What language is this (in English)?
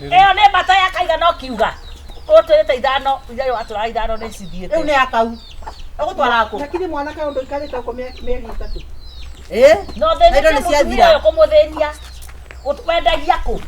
Kikuyu